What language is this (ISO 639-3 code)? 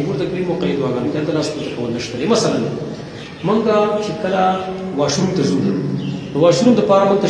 pus